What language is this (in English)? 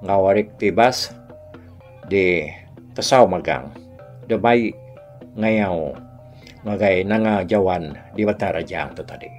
Iban